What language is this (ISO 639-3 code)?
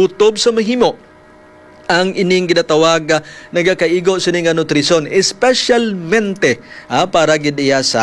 hil